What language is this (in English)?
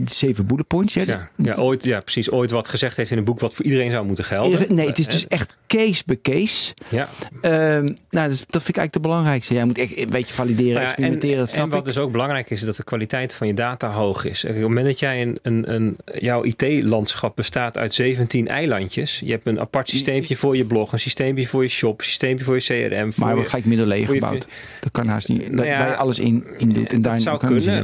Dutch